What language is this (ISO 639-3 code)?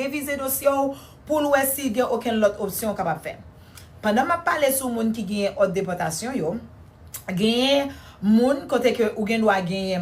hat